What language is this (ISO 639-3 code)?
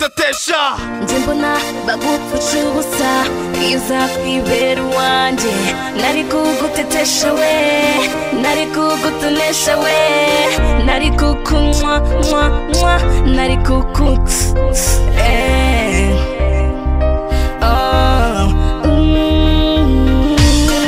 kin